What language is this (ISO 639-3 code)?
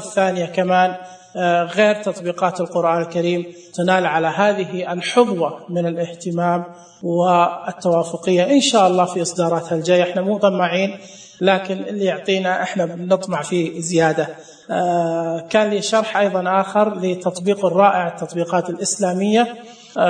ars